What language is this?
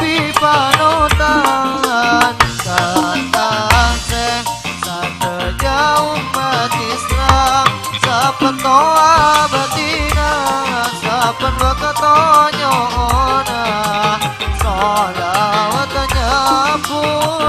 Madurese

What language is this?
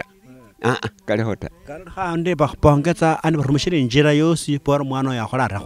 Luyia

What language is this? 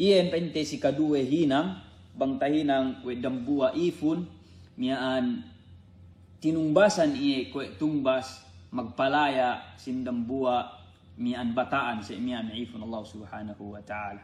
Yakan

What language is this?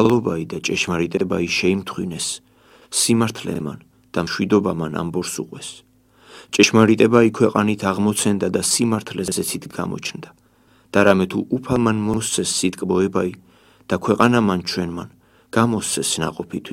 Georgian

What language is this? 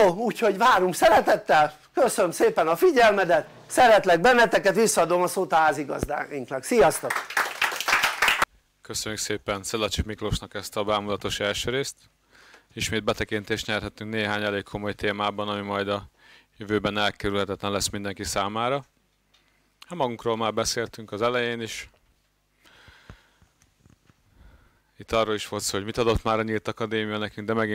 Hungarian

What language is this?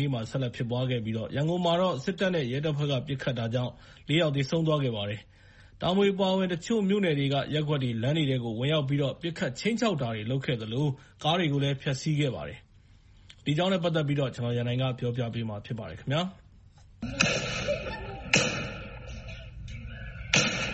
Burmese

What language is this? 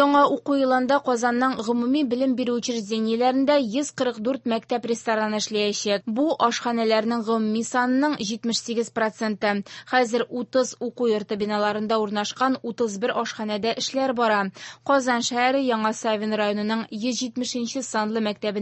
Tatar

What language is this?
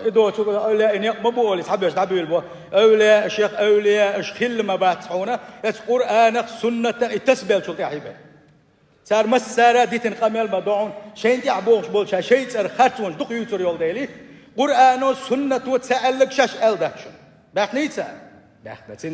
Chechen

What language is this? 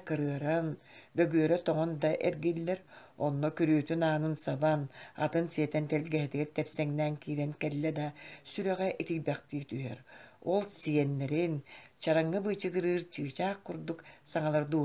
Yakut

